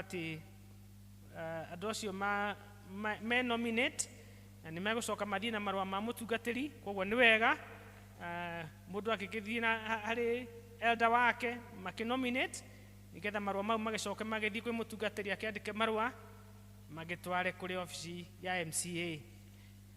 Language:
Kikuyu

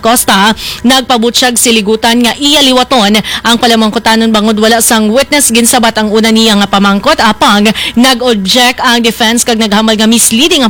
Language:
Hiligaynon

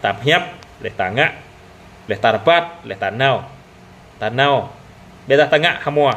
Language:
Jarai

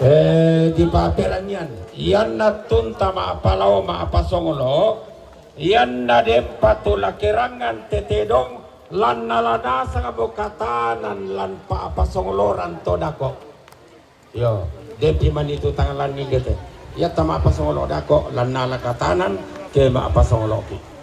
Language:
Toraja-Sa'dan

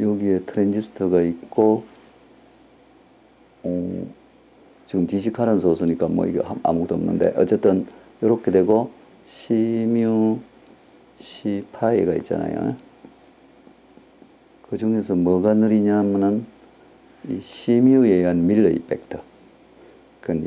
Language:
Korean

